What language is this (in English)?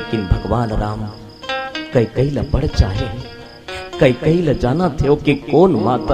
Chhattisgarhi